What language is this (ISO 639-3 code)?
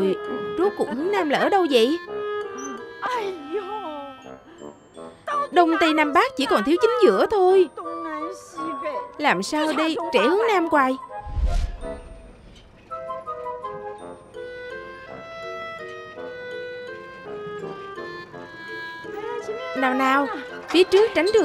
vie